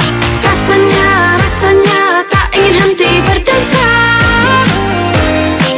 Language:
Indonesian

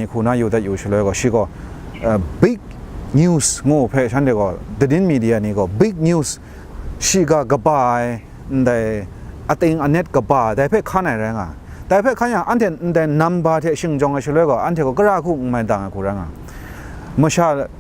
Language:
Kachin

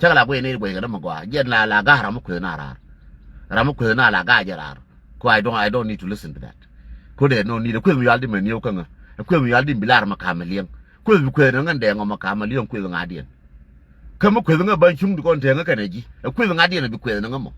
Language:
Nuer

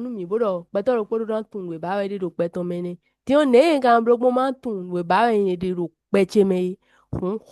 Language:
Fon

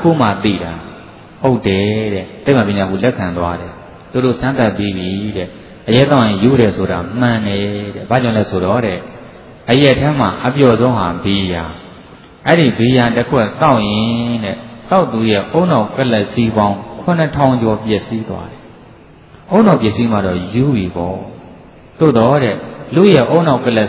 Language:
Burmese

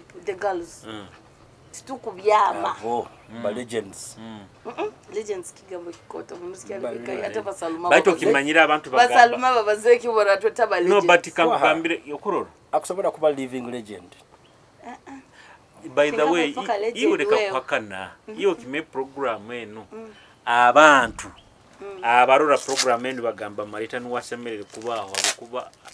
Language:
Nyoro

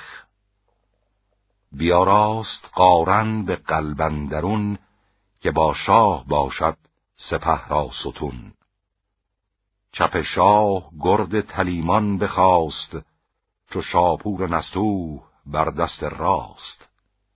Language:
Persian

